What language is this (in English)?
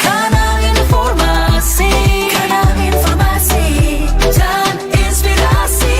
Manado Malay